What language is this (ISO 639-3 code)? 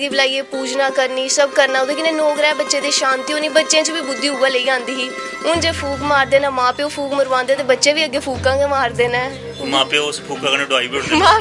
doi